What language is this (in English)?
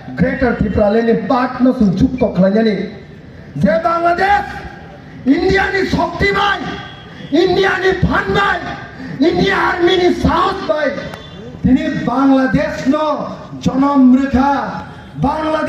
Kok Borok